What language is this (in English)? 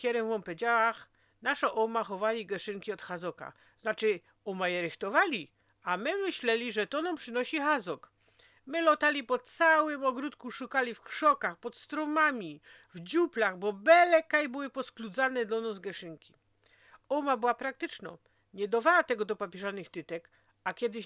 Silesian